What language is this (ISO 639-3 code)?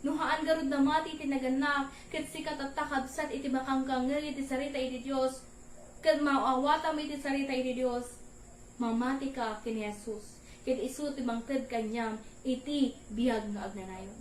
ilo